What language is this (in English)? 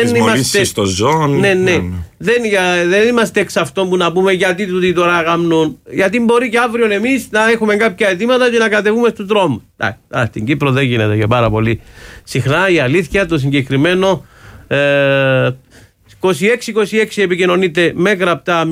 Greek